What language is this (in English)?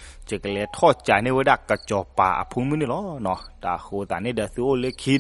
S'gaw Karen